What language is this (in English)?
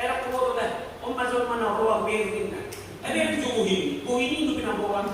Batak Toba